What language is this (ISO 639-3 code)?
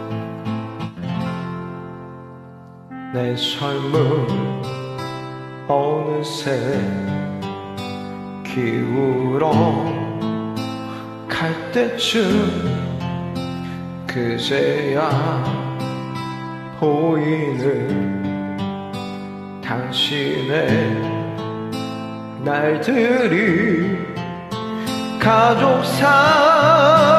kor